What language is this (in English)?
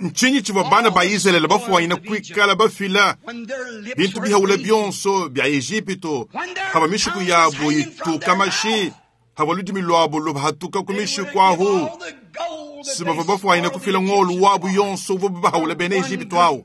Luba-Lulua